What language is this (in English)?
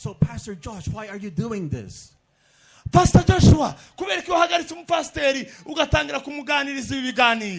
Kinyarwanda